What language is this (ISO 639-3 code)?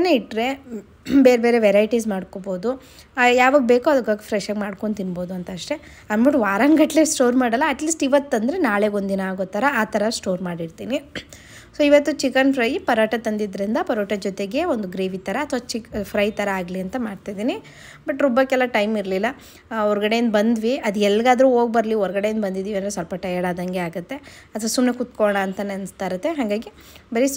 kan